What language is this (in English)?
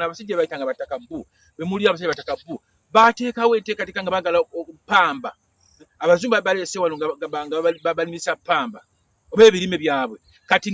Ganda